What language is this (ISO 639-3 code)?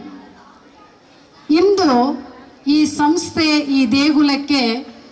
kan